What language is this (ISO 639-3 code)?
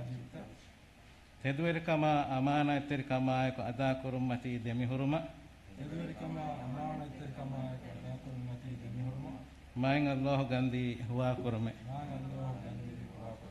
div